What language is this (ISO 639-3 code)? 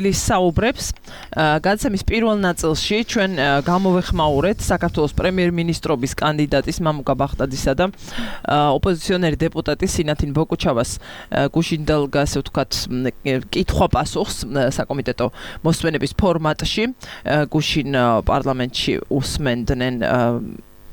kat